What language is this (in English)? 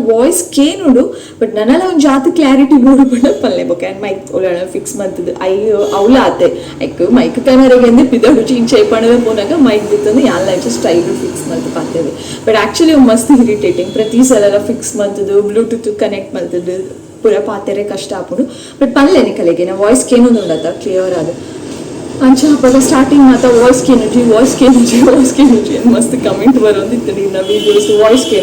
Tulu